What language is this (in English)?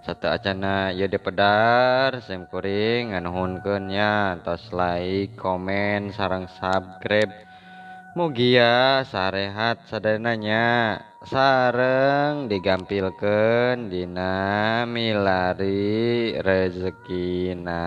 Sundanese